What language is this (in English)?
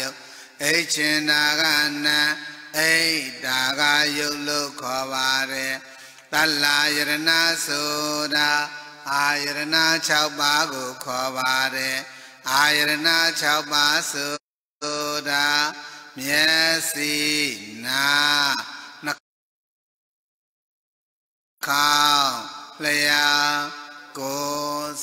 Burmese